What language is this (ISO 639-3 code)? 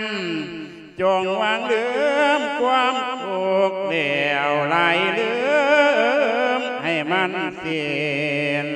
lao